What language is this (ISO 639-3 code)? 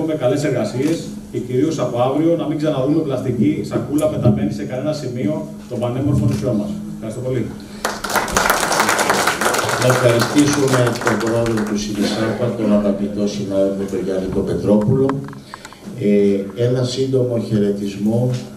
ell